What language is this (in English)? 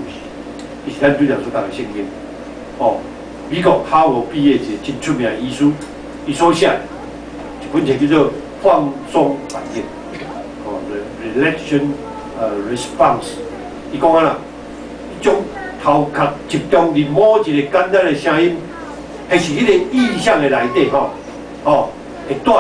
Min Nan Chinese